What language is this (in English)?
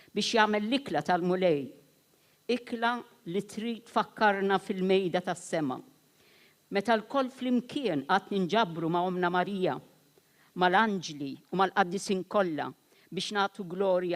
Maltese